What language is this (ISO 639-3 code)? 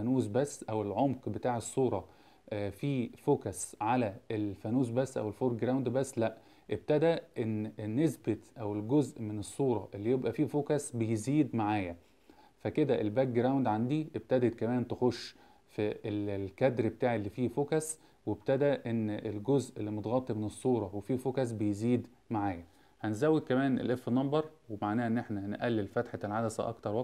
arz